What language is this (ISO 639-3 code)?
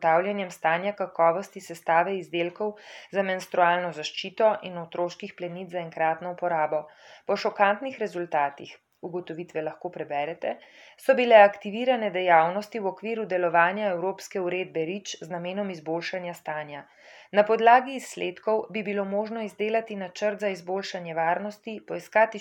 slv